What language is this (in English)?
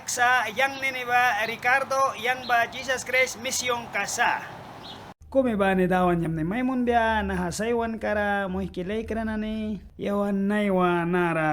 Mískito